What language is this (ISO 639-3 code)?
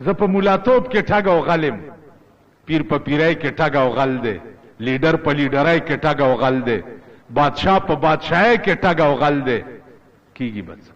pus